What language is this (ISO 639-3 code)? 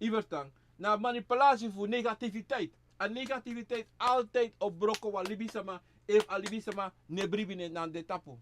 srn